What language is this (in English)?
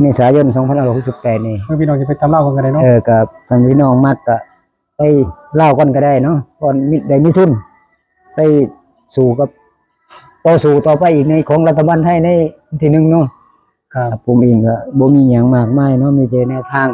Northeastern Thai